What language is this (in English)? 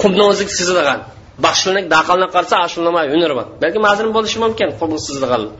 Uyghur